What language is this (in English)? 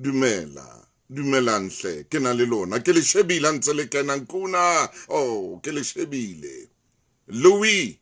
Southern Sotho